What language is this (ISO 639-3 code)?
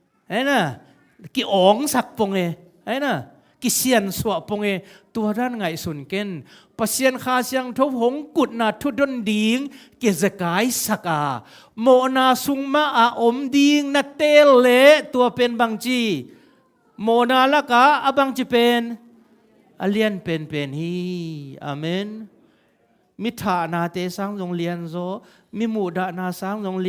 ctd